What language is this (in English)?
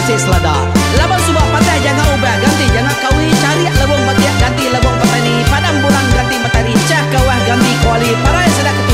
Iban